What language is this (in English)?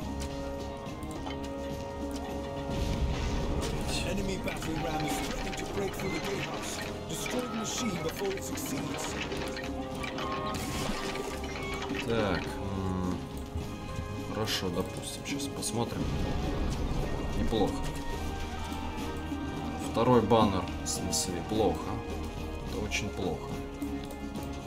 Russian